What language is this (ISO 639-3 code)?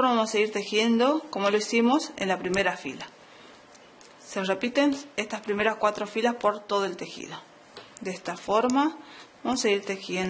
spa